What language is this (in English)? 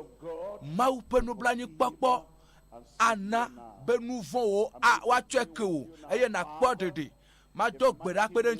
Ewe